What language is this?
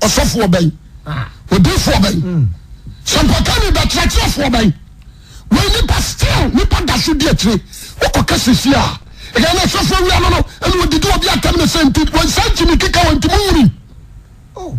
Akan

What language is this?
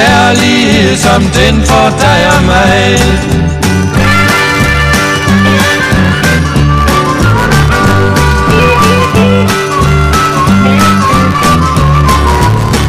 Danish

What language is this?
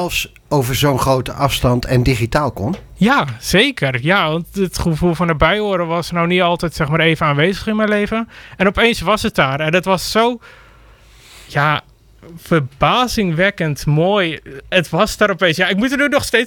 Dutch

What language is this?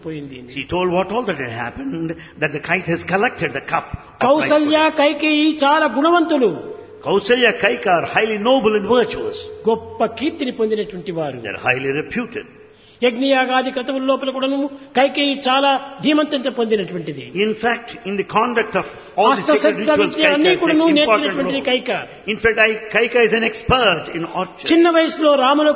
Telugu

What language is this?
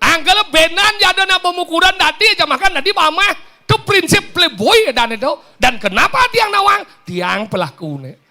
Balinese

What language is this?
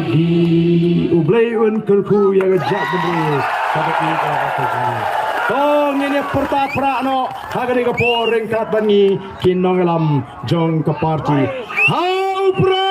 Khasi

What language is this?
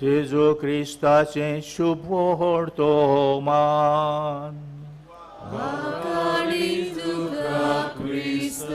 Konkani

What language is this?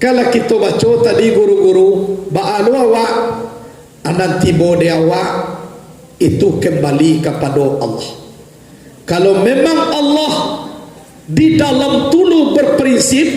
Minangkabau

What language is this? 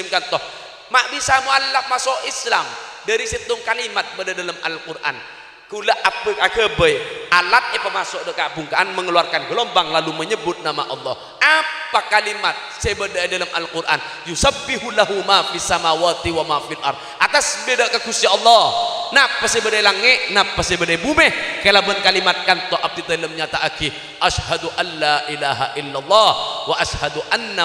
Madurese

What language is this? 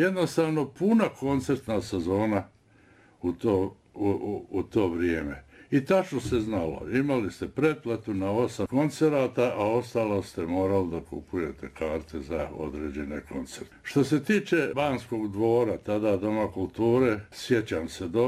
Bosnian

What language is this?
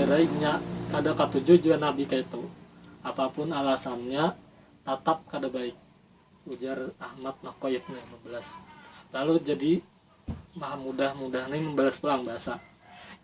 Banjar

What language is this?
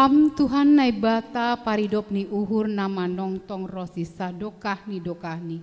Batak Simalungun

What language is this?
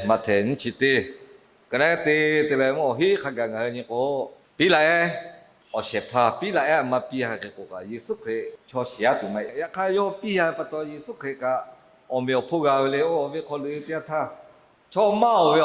Lahu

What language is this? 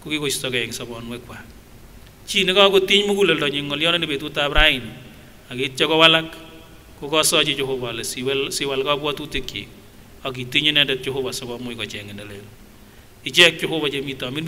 Kipsigis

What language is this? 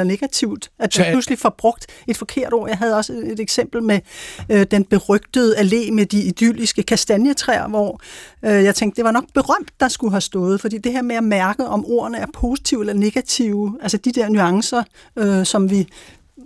Danish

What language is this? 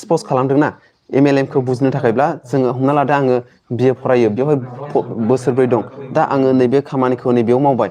Bodo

